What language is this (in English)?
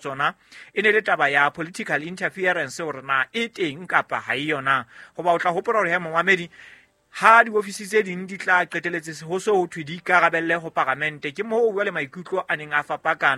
Southern Sotho